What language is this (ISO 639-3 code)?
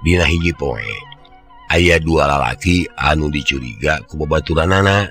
sun